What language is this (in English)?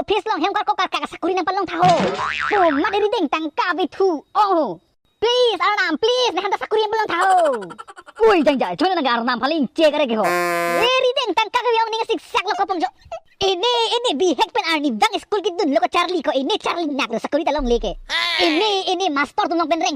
Karbi